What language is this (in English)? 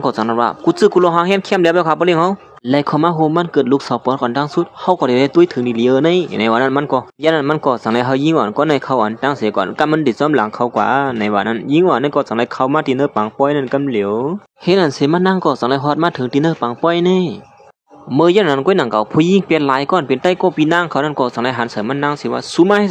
Shan